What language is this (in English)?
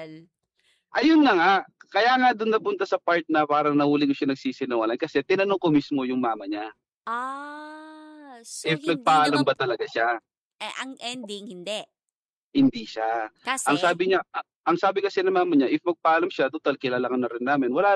Filipino